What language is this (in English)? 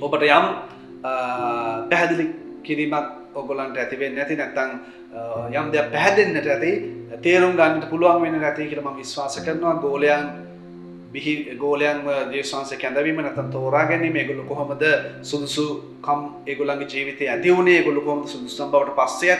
Sinhala